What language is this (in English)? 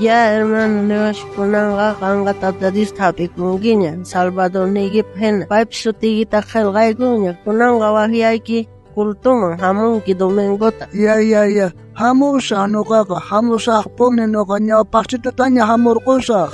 South Bolivian Quechua